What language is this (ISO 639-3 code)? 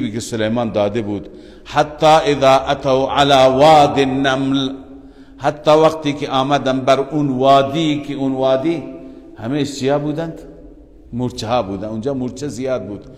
fas